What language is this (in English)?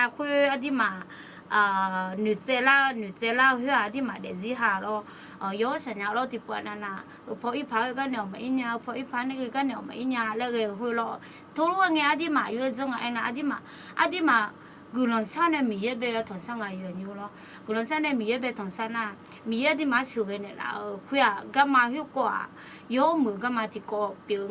Akha